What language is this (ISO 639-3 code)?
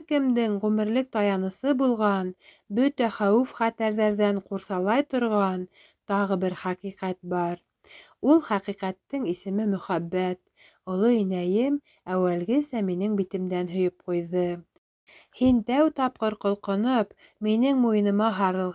bak